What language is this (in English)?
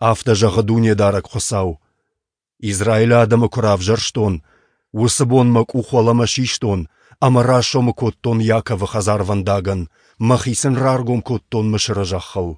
Ossetic